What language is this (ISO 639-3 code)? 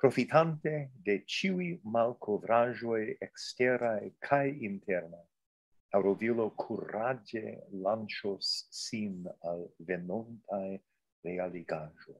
epo